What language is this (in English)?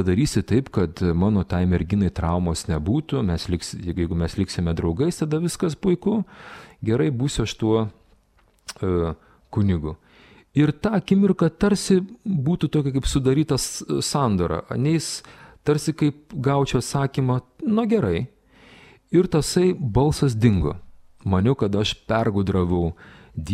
Lithuanian